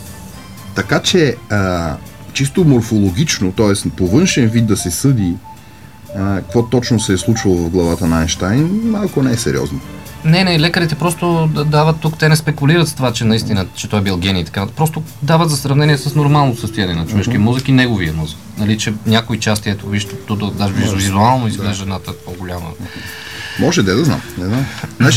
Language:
Bulgarian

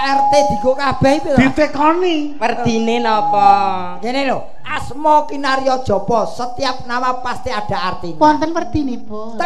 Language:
Javanese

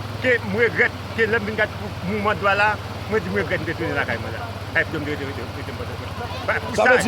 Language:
Haitian Creole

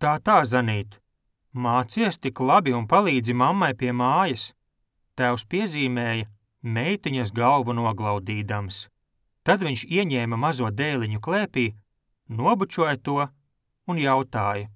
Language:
Latvian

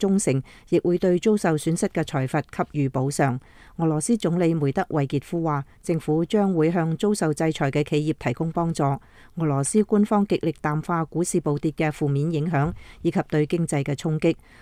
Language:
Cantonese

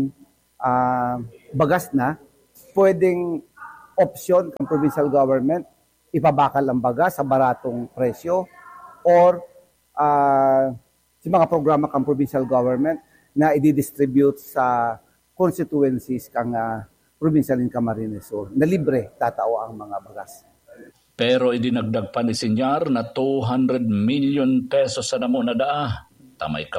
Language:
Bikol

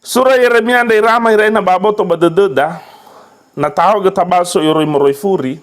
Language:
Nias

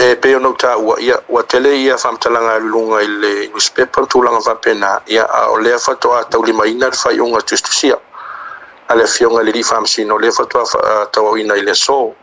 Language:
Samoan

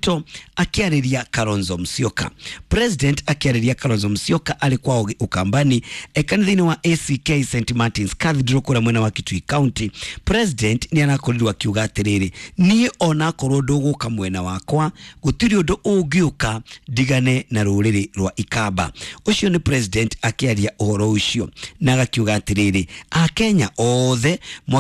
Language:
Kikuyu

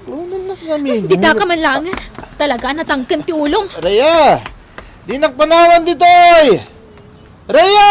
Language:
Iloko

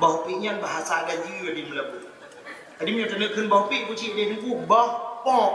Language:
Achinese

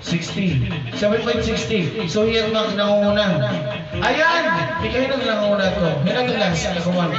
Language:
Waray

